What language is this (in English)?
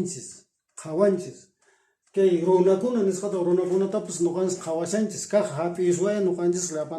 Quechua